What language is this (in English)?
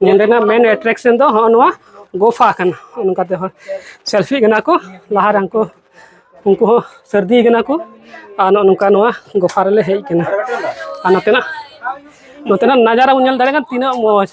Santali